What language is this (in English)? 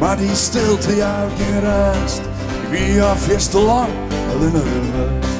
Western Frisian